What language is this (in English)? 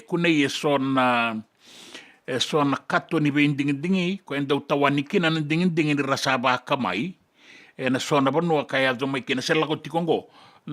Fijian